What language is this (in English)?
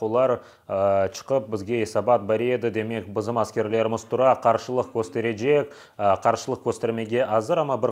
Crimean Tatar